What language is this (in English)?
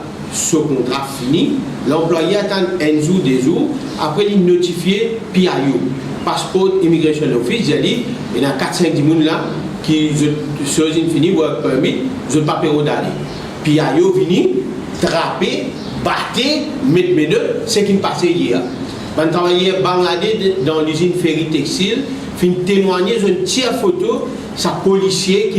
Morisyen